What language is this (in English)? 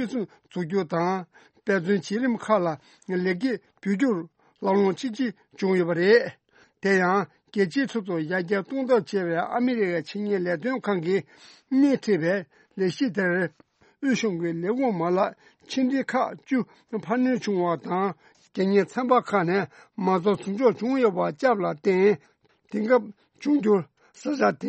Tibetan